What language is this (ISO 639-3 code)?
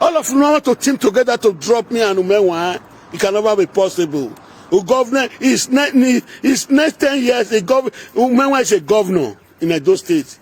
pcm